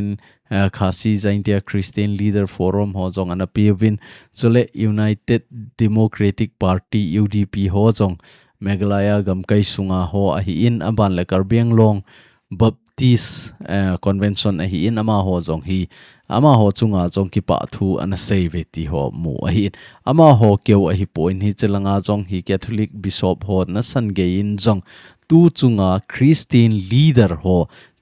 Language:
Thado Chin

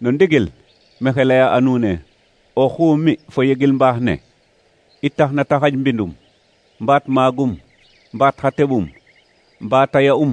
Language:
Serer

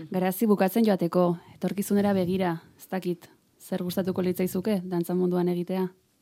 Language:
Basque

